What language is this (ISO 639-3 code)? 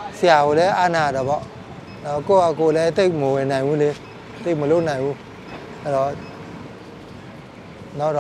mya